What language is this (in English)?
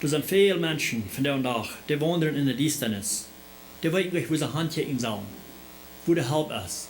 Plautdietsch